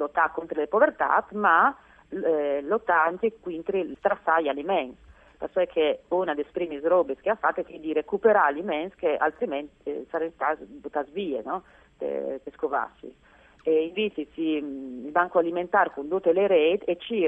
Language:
Friulian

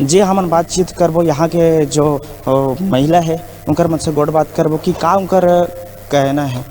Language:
Chhattisgarhi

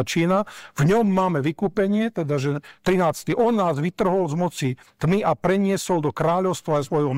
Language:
Slovak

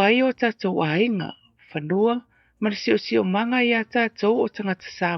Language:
Samoan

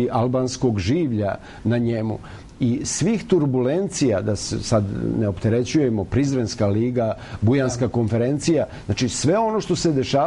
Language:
Serbian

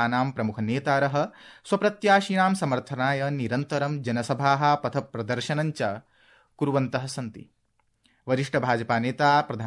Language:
Sanskrit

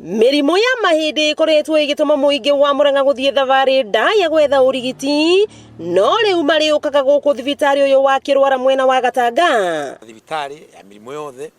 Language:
Kikuyu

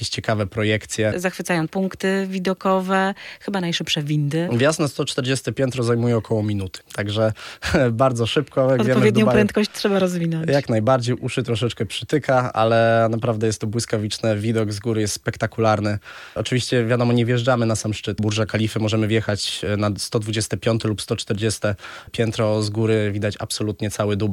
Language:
Polish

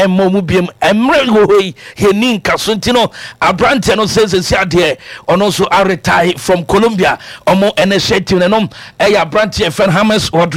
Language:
Akan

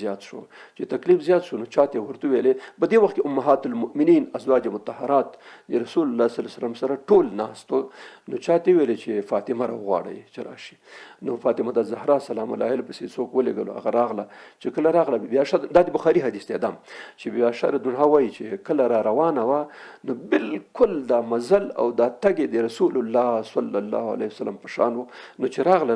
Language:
Pashto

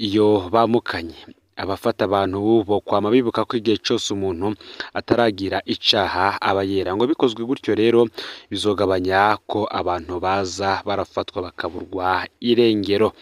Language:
Rundi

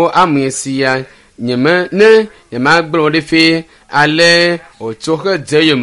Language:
Ewe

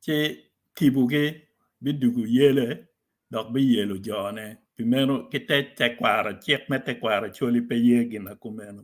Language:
Acoli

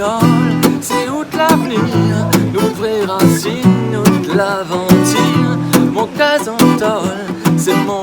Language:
Réunion Creole French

